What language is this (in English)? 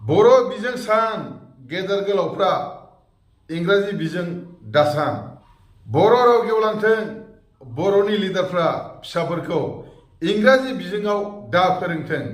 Bodo